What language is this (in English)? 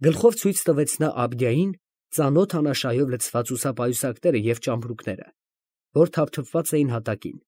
Armenian